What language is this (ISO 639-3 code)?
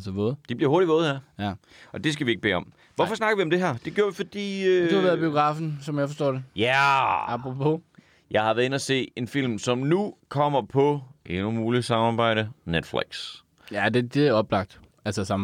dan